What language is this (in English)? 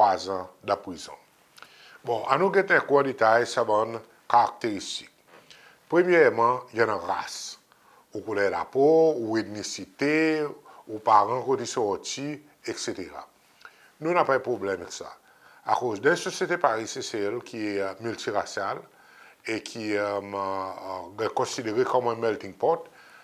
Seselwa Creole French